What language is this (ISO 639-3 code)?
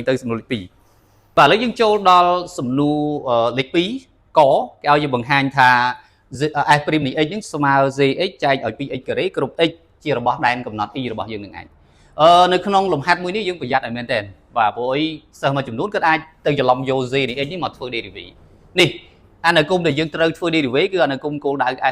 khm